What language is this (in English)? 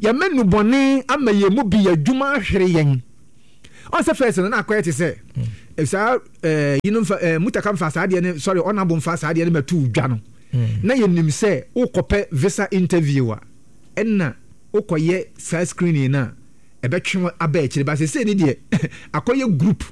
Akan